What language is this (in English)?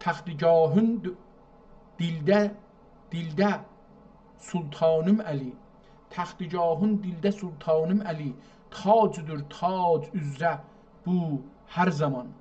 South Azerbaijani